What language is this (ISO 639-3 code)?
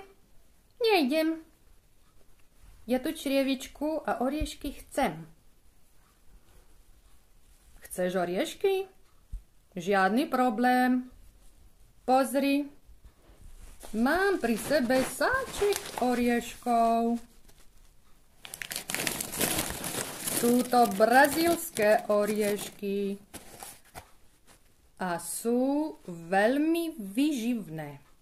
slk